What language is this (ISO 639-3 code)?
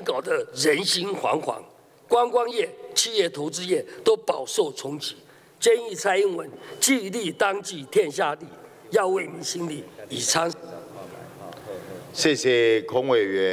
zho